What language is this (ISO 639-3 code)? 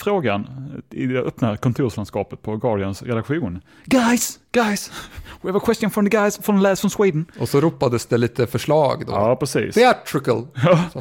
swe